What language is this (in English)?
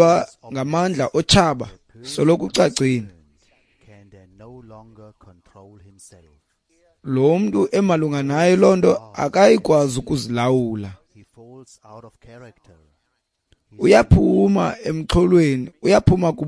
Xhosa